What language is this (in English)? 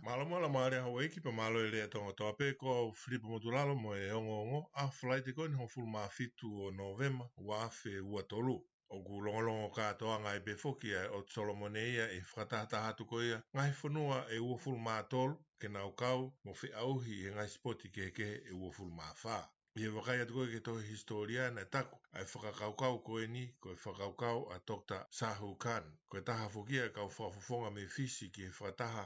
Tongan